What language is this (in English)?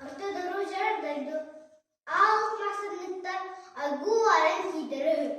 Yakut